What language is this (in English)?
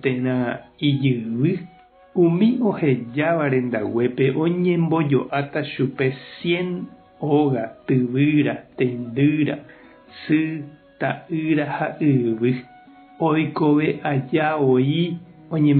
Guarani